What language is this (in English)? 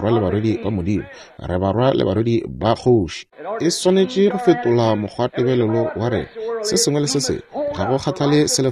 Northern Sotho